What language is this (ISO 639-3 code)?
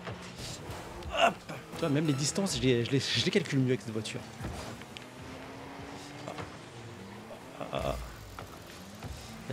fra